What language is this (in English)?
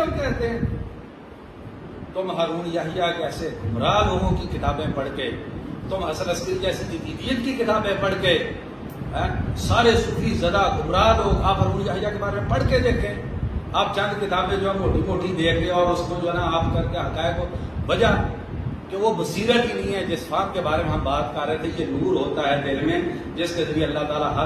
Urdu